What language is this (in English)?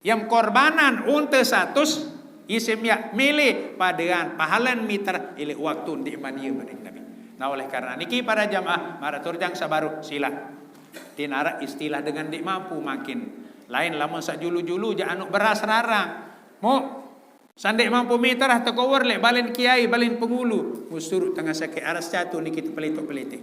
Sasak